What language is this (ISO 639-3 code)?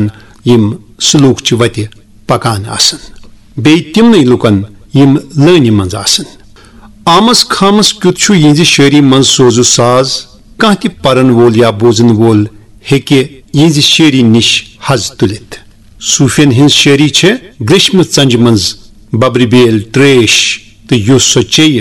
kas